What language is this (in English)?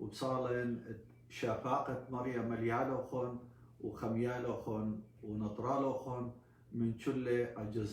Assyrian Neo-Aramaic